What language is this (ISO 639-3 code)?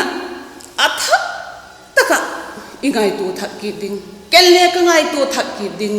vap